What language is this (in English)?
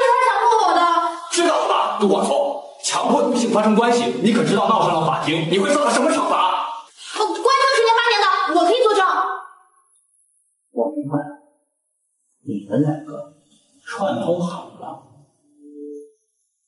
Chinese